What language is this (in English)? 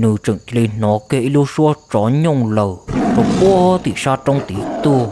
Hmong